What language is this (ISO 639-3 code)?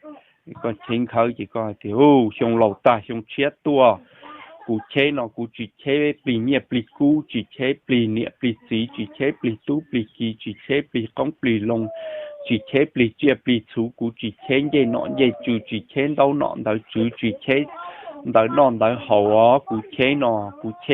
hmn